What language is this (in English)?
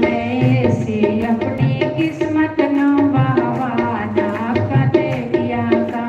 Dogri